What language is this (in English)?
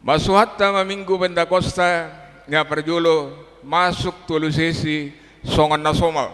Batak Toba